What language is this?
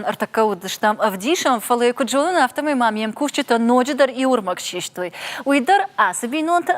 Ossetic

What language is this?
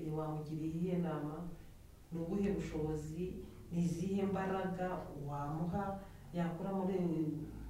Kinyarwanda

